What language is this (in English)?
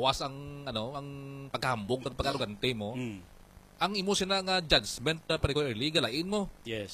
Hiligaynon